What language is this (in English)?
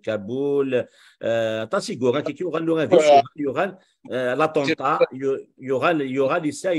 Kabyle